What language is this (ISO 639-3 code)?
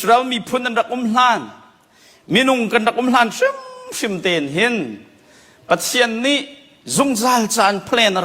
cnh